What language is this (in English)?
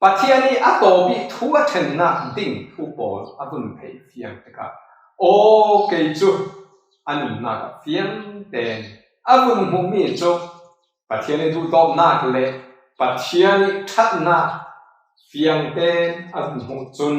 Falam Chin